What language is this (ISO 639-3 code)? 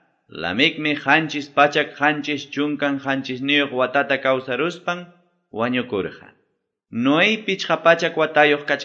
que